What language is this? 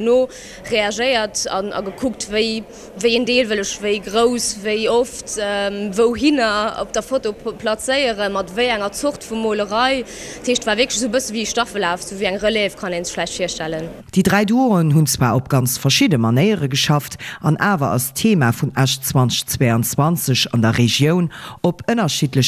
Luxembourgish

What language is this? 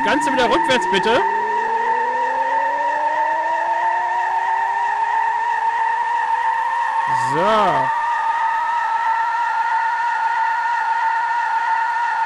German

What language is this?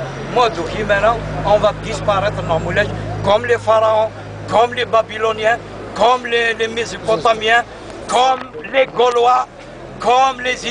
Kabyle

